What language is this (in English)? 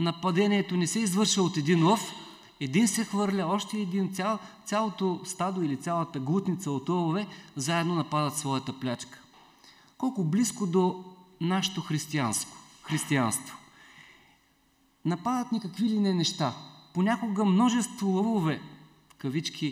Bulgarian